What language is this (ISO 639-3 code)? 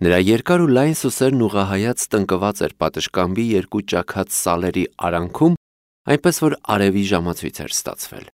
hye